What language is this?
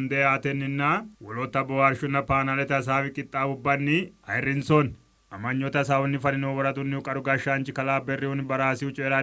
Sidamo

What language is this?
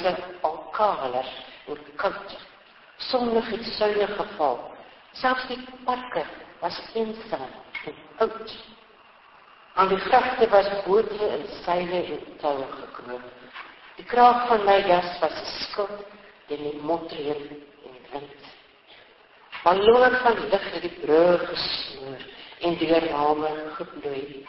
Afrikaans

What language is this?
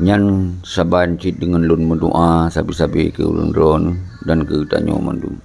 Achinese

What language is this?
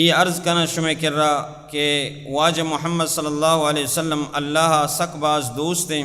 Baluchi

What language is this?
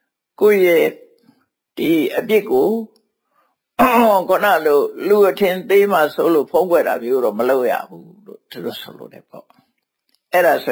Burmese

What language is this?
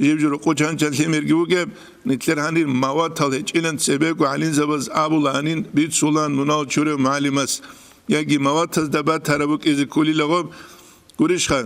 Avaric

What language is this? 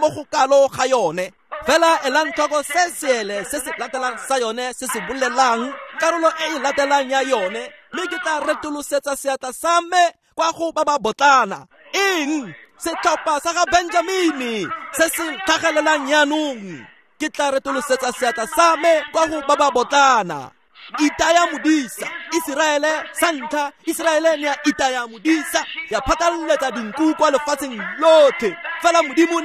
Tswana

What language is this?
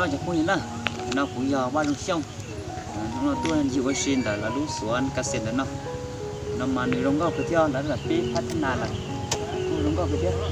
Hmong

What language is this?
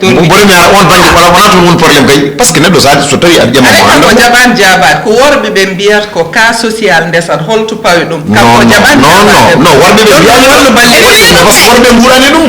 Fula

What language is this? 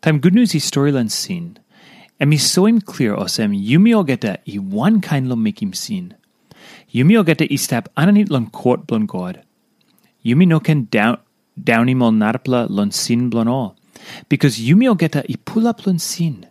Tok Pisin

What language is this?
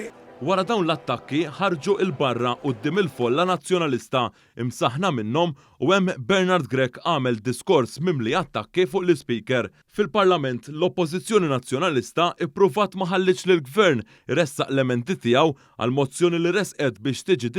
Maltese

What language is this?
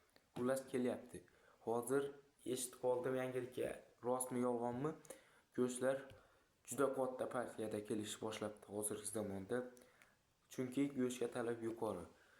Uzbek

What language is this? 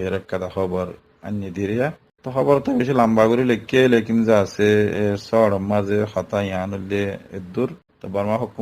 Rohingya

